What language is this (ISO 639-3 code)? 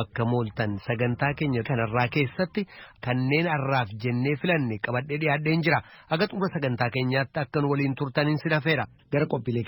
orm